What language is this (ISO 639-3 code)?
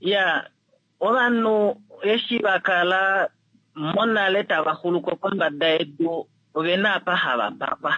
kua